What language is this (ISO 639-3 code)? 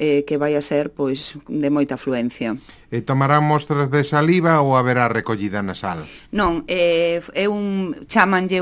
glg